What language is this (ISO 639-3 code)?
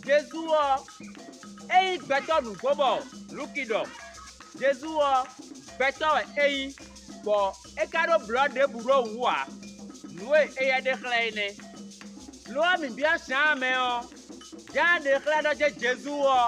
fon